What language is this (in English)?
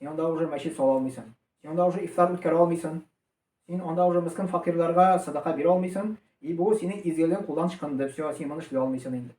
Tatar